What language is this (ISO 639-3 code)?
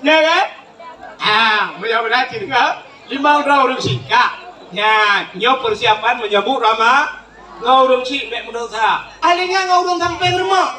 ace